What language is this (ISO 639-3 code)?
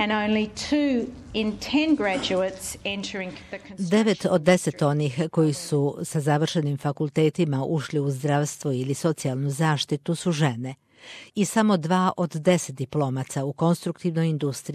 srp